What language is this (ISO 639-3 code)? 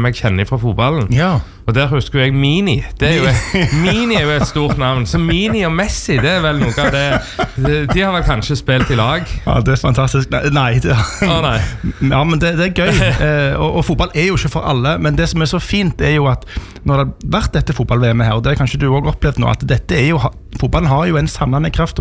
nor